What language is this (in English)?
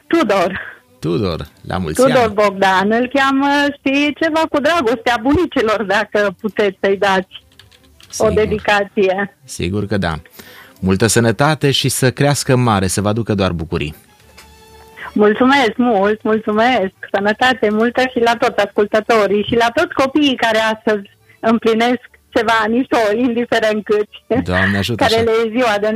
Romanian